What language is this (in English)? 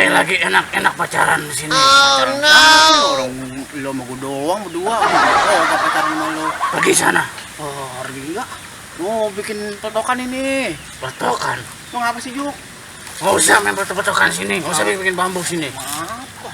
Betawi